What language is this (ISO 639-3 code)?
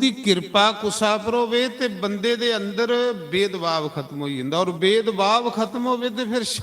doi